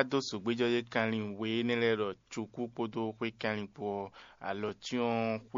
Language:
Fon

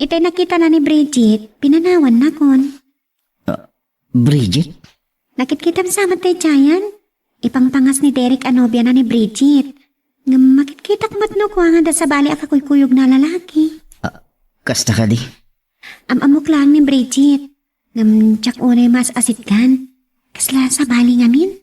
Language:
Iloko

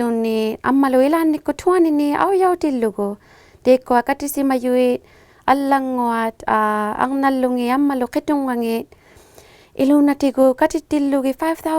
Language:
Inuktitut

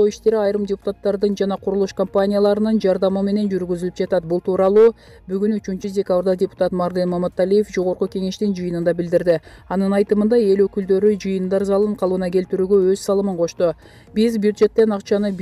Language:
Kyrgyz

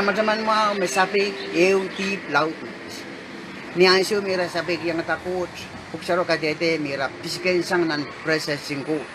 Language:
Pohnpeian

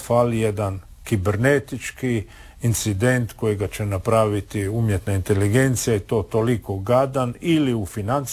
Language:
Croatian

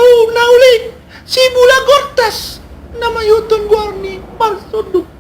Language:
Batak Toba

